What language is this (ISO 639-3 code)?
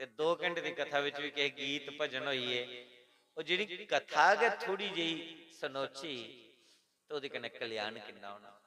doi